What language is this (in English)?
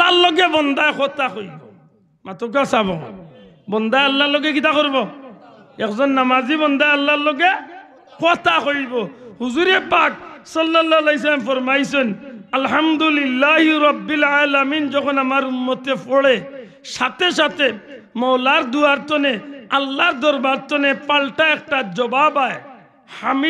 Sylheti